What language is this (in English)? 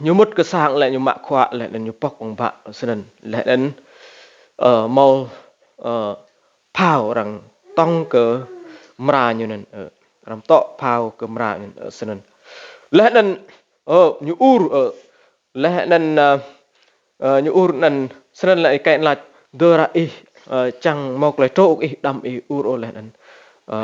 Rade